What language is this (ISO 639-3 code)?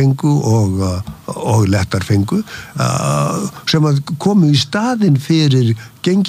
isl